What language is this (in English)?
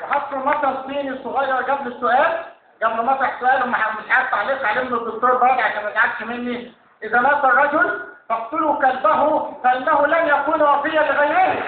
Egyptian Arabic